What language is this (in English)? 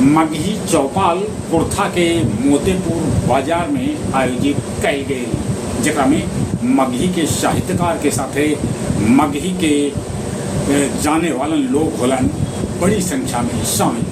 Magahi